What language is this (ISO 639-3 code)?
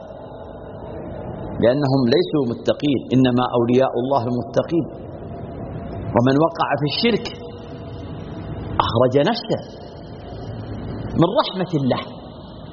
ara